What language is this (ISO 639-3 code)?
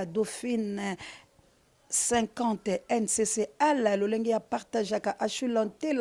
lin